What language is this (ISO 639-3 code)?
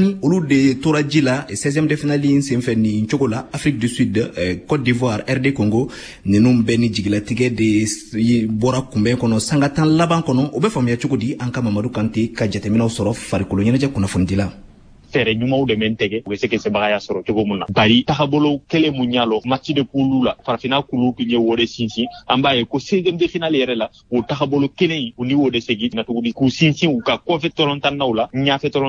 bam